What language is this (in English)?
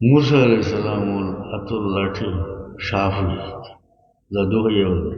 Sylheti